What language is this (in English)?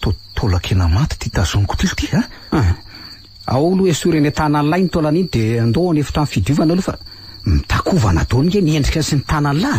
Malagasy